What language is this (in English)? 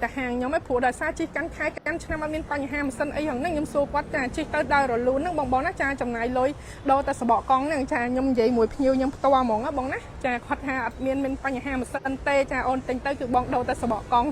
Khmer